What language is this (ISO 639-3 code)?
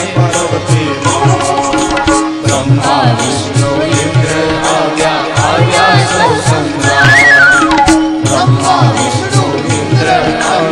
guj